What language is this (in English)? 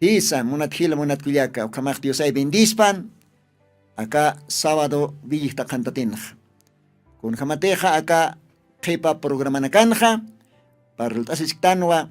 Aymara